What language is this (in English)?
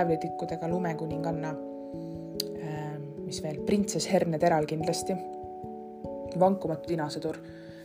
Estonian